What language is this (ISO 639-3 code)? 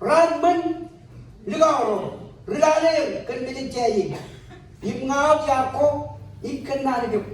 mah